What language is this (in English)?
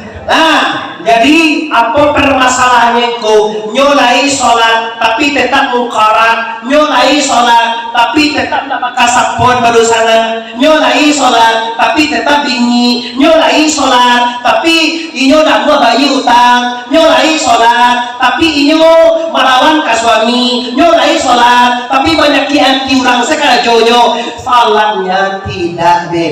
Minangkabau